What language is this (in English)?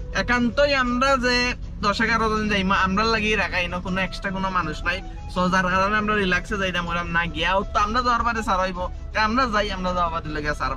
Sylheti